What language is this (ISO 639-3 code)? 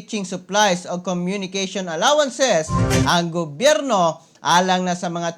ceb